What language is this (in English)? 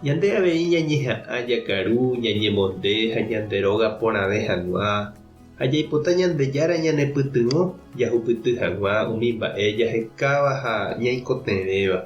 Guarani